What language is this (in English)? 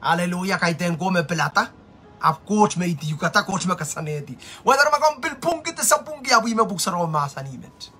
Pohnpeian